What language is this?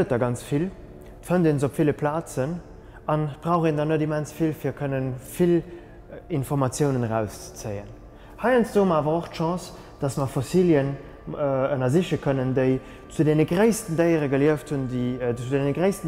Luxembourgish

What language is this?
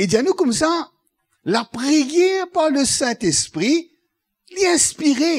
Morisyen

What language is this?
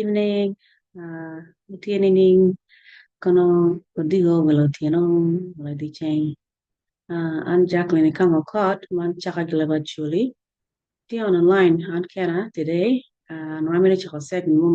Acoli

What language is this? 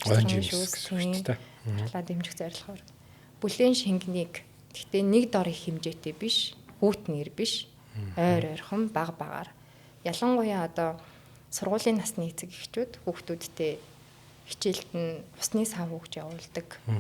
Mongolian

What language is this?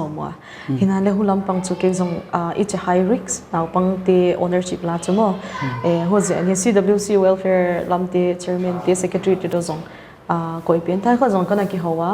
Paite Chin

